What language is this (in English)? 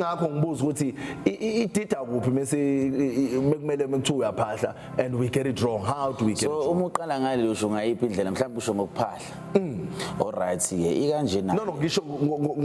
Zulu